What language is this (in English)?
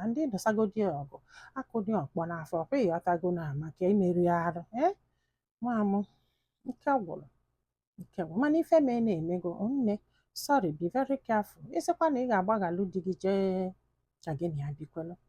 Igbo